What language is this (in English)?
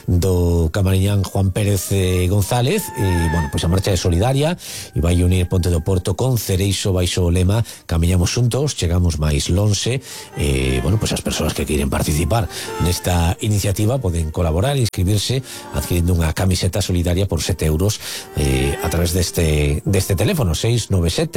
Galician